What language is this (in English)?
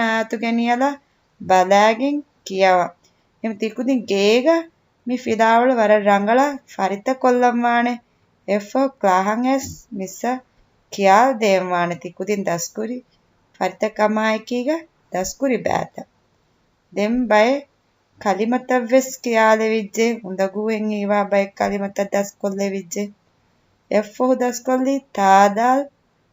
Divehi